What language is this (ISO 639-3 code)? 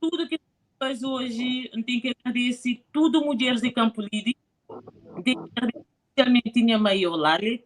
kea